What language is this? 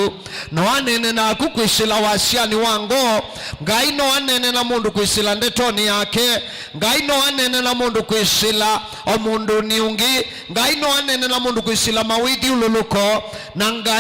Kamba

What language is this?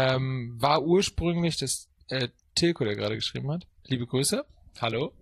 German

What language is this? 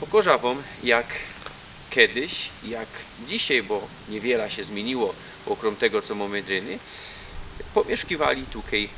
Silesian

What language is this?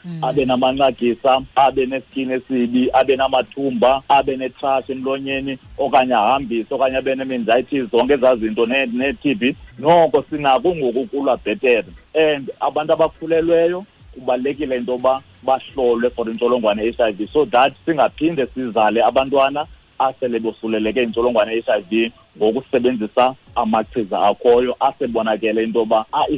Xhosa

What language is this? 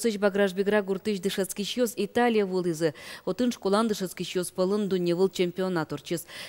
Udmurt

